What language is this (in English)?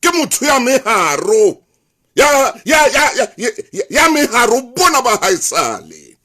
Southern Sotho